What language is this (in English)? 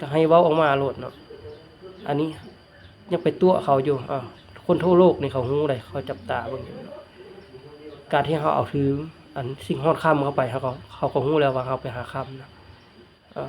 Lao